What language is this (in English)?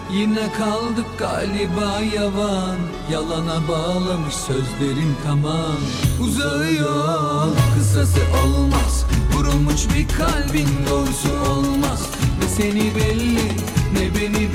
Turkish